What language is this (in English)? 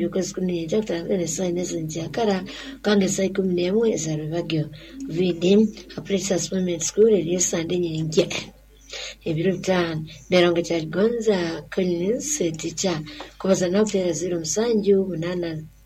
Nyoro